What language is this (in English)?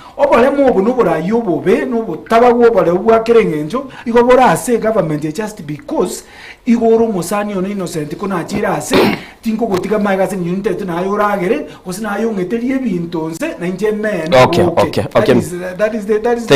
Gusii